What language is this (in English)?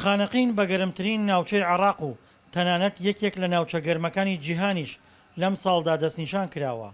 Central Kurdish